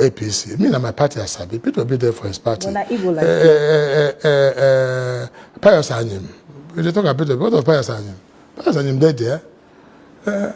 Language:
Nigerian Pidgin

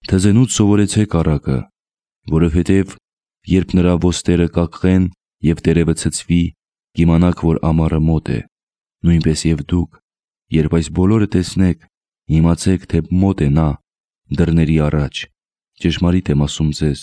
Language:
Armenian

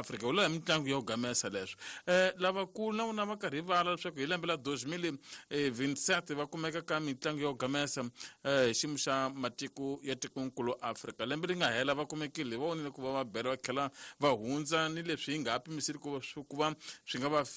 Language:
Tsonga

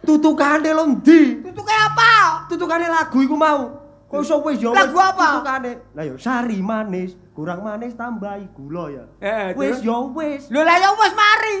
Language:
Javanese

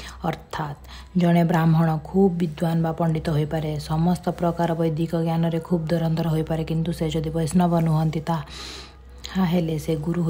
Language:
Odia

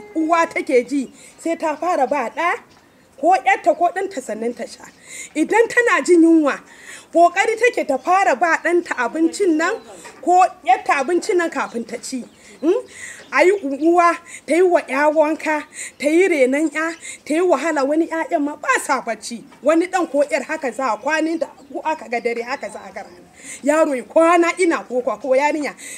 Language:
Hausa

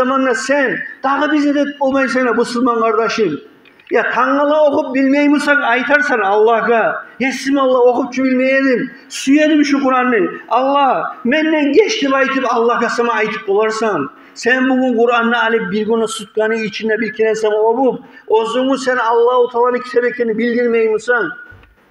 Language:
Kumyk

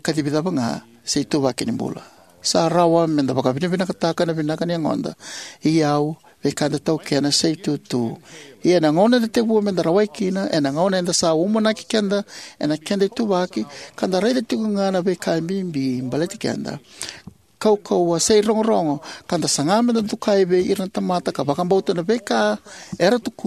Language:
Fijian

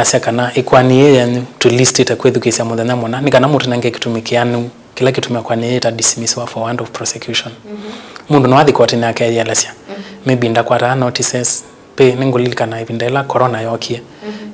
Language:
Kamba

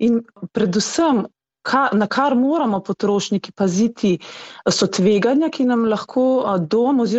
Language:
Slovenian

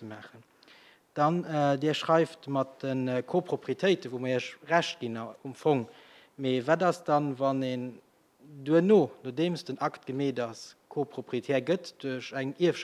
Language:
Luxembourgish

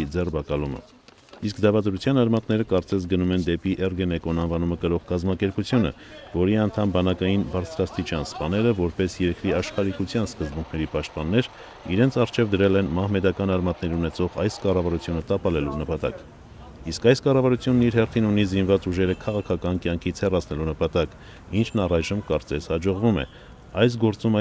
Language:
Armenian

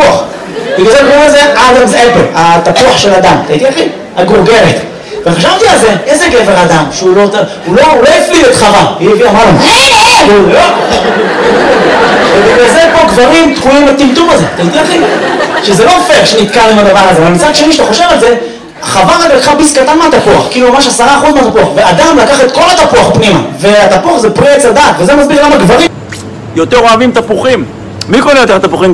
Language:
Hebrew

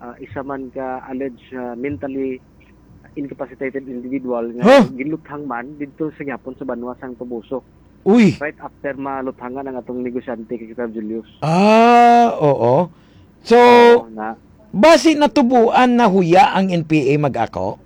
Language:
Hiligaynon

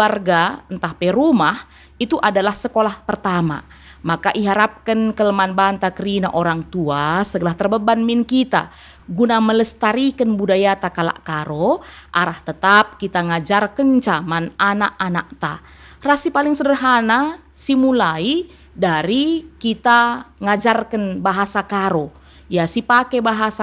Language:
Batak Karo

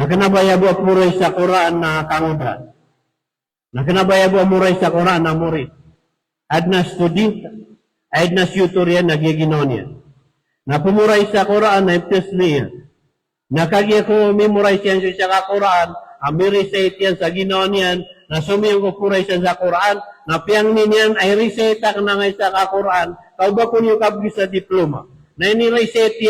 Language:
Maranao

